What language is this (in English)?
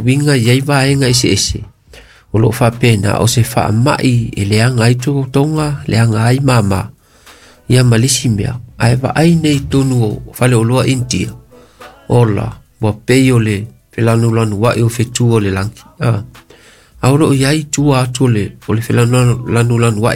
Samoan